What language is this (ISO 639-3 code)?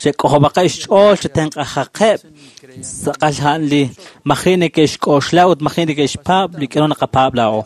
kek